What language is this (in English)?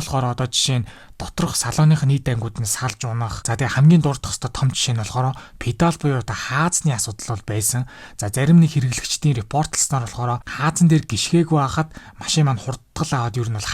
Mongolian